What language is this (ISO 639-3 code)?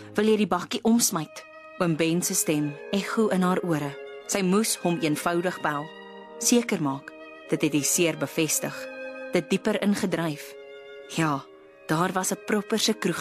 afr